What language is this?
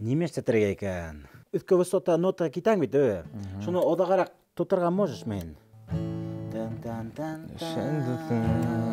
Bashkir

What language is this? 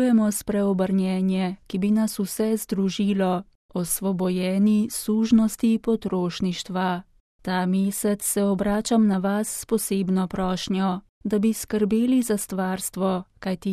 Slovenian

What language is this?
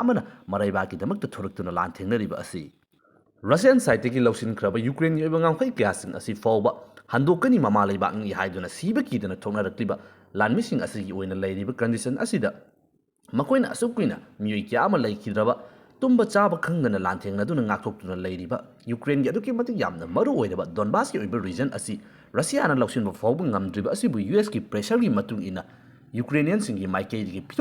Manipuri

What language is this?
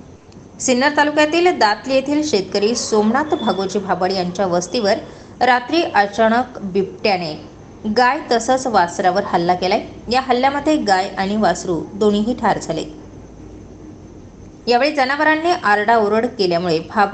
Marathi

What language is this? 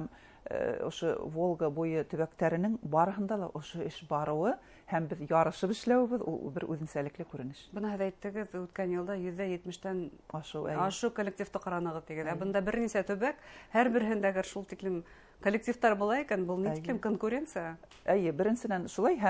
Bashkir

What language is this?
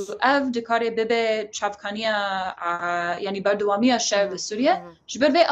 Kurdish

